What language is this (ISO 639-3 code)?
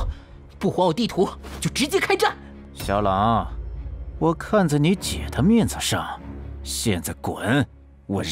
zho